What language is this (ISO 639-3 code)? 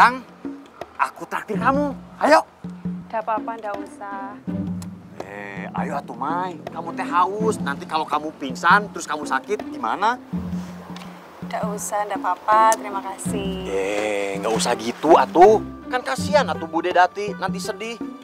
ind